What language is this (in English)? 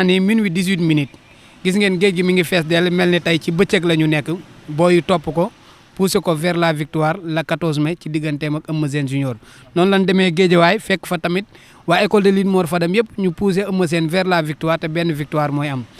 Wolof